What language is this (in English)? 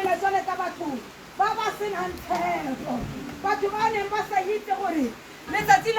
Tswana